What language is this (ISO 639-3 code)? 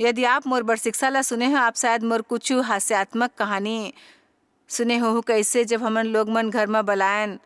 hne